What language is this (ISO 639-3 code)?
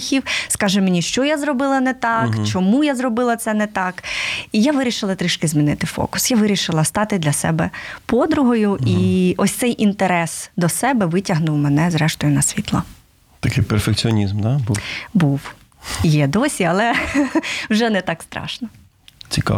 ukr